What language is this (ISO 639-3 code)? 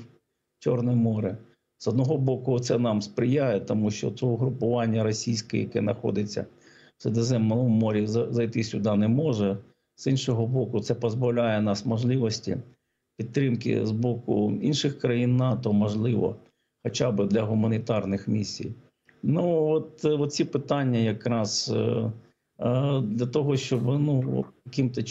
ukr